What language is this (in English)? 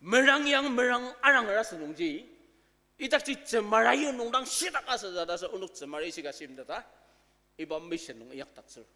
Ao Naga